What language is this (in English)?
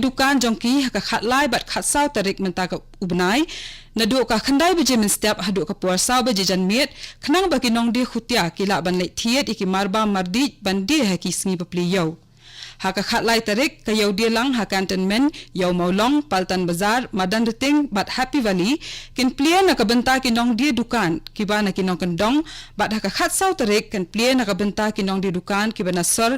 Khasi